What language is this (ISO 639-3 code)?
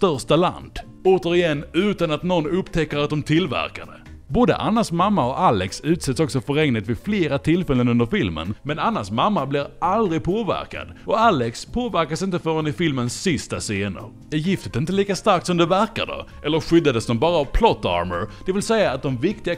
swe